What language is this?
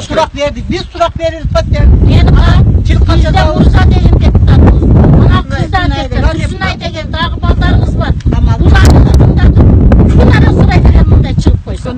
Kyrgyz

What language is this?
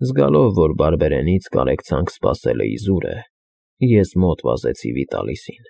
Armenian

